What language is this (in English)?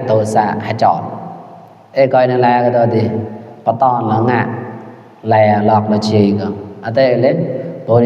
Mon